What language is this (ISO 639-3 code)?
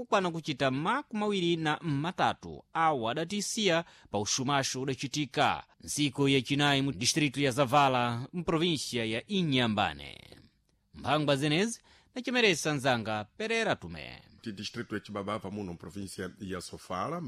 seh